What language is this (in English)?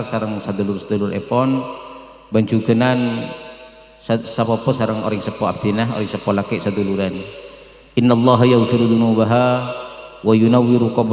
Madurese